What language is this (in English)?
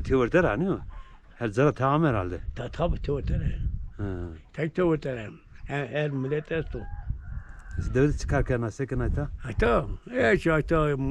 Zaza